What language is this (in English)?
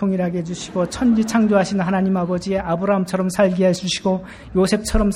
Korean